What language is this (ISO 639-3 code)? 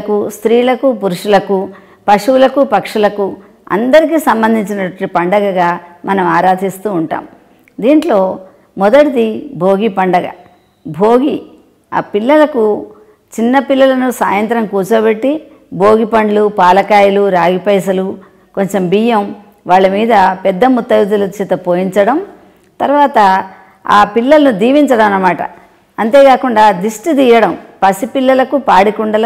tel